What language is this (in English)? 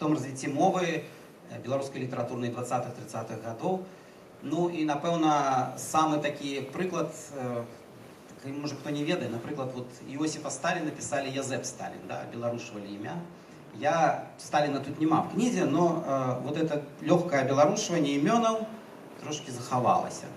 Belarusian